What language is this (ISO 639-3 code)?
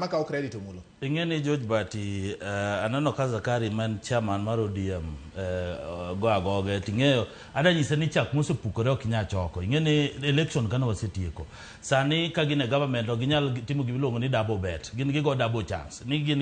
luo